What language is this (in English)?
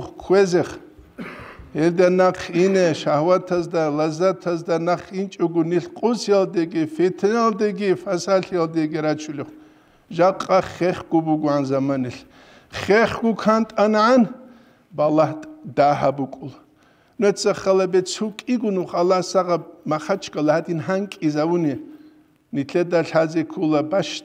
Avaric